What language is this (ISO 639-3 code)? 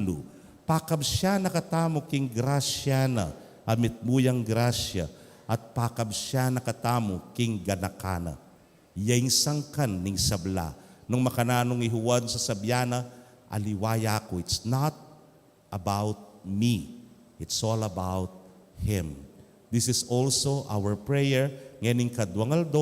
pam